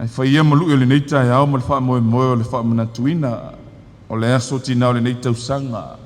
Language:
Samoan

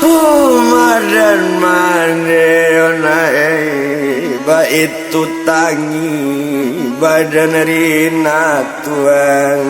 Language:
Minangkabau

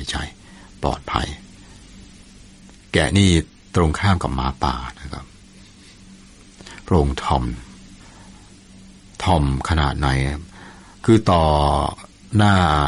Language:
Thai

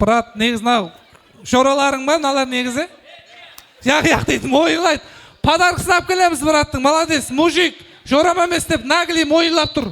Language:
Kara-Kalpak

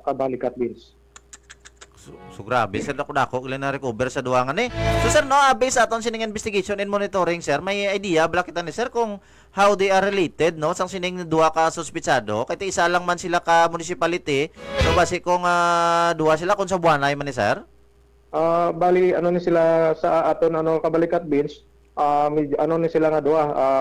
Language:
Hiligaynon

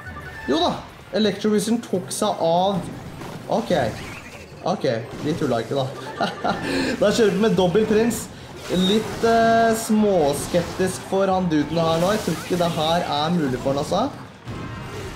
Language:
Norwegian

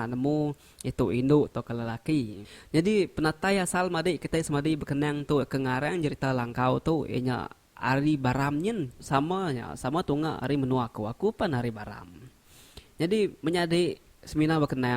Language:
Iban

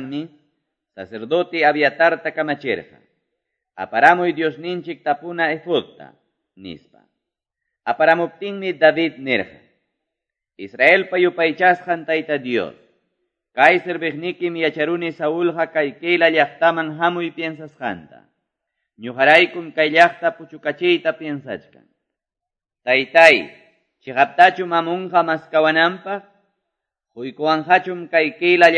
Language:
Quechua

